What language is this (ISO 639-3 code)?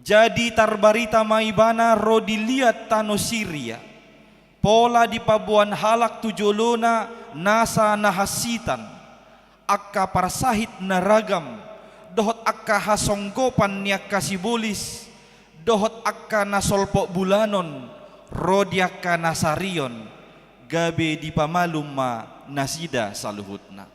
bbc